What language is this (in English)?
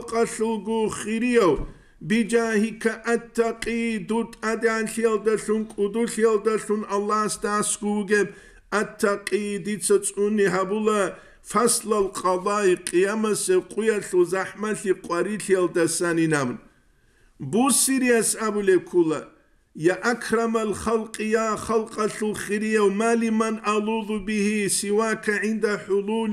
Avaric